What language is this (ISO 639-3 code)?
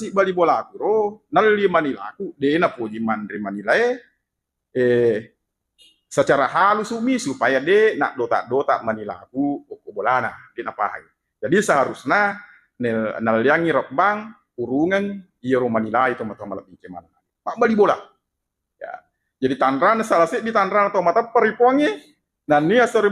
bug